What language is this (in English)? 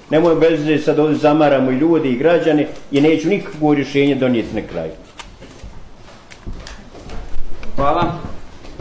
Bosnian